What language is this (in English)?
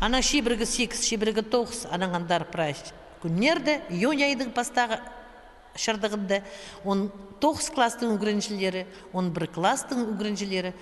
Khakas